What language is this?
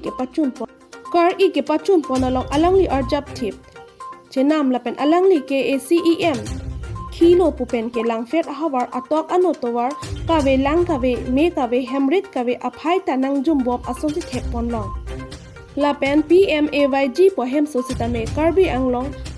Karbi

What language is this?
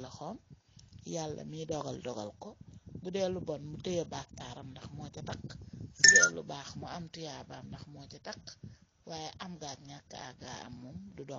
Wolof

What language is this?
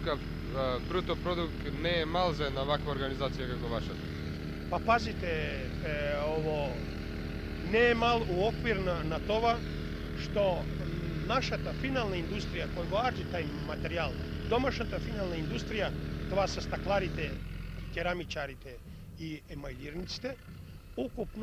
Macedonian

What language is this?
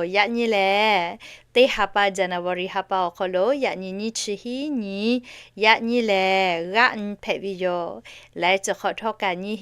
Lahu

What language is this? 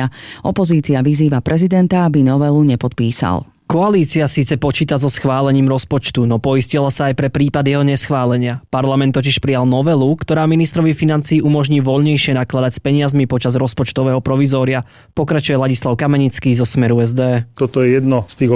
Slovak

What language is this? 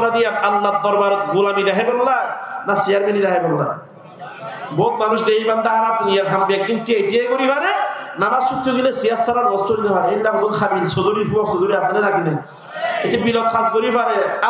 Rohingya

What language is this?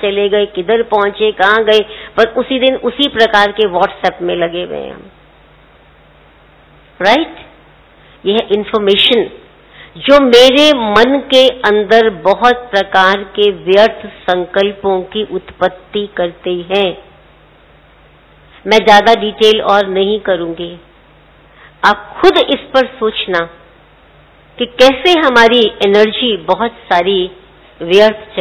Hindi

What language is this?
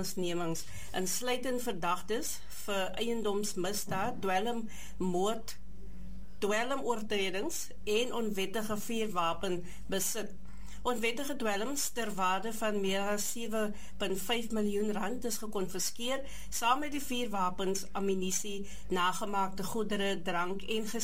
Afrikaans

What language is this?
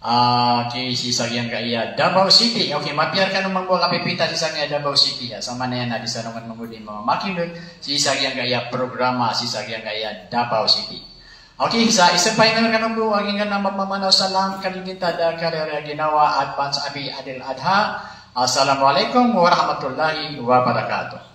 Maranao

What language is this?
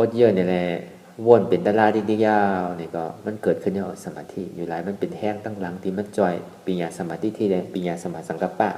Shan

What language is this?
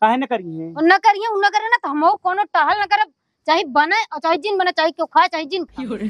Awadhi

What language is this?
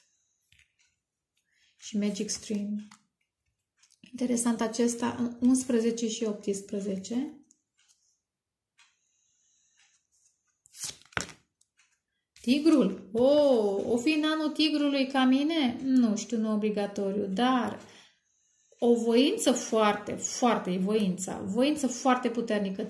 Romanian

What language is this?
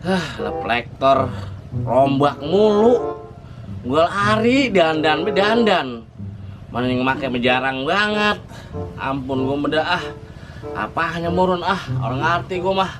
Betawi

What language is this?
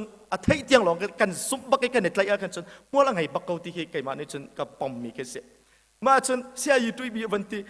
Hakha Chin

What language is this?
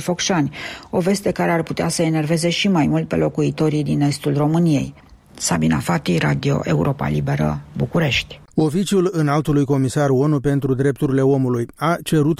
Romanian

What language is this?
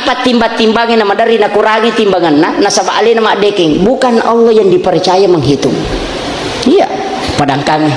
Buginese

